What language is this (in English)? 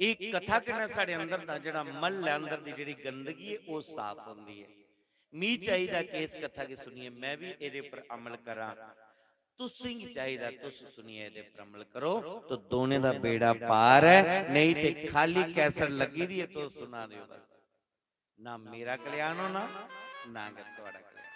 Dogri